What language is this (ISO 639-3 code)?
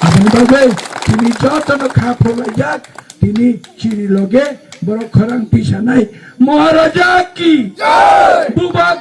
trp